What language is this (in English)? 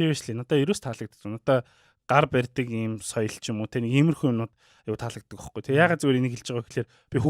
Mongolian